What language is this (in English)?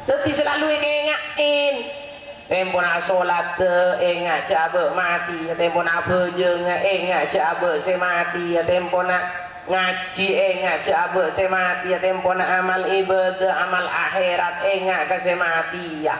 Madurese